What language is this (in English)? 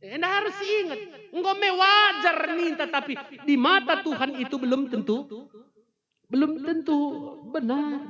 Batak Karo